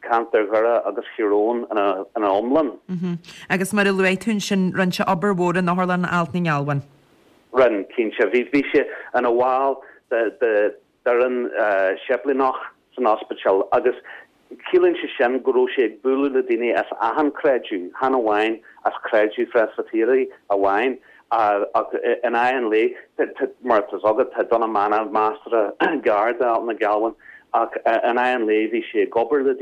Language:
Irish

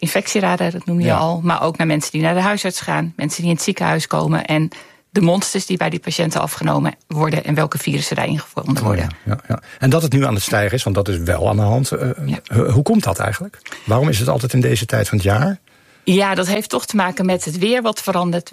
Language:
Dutch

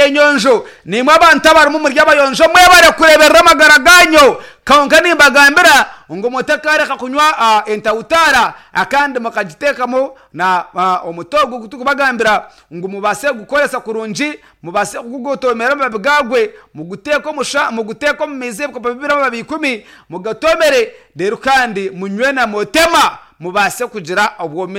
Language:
Nyankole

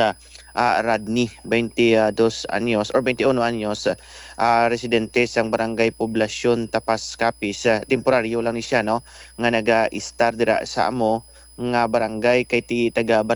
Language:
Hiligaynon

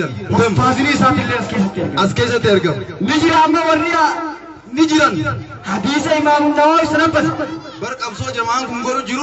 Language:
Oromo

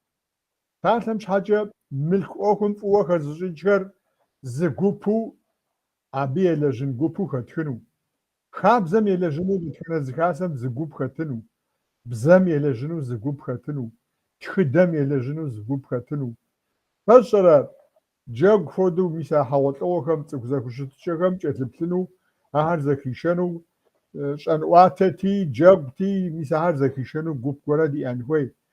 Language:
Kabardian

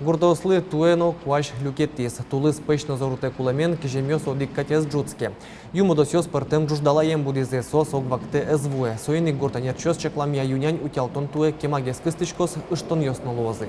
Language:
Udmurt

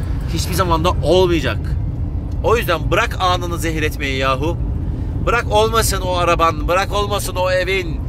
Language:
Turkish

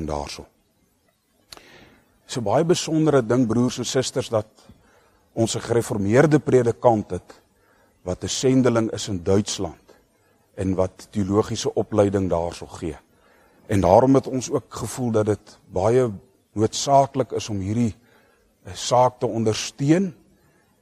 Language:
Afrikaans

